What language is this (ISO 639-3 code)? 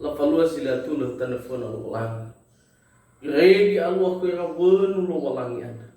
nia